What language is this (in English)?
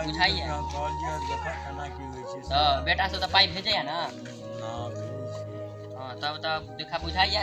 Maithili